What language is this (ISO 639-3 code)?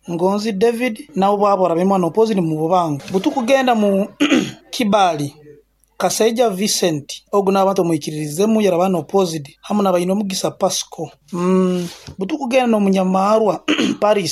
nyo